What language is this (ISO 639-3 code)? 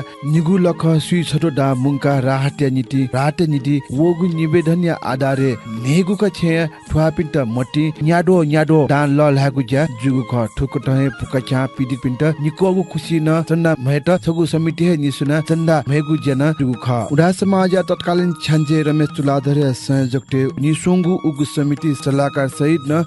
new